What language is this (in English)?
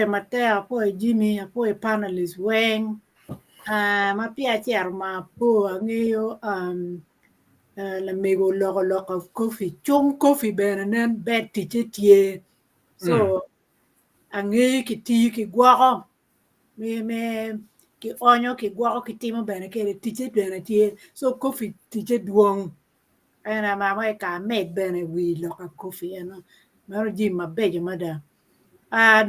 Acoli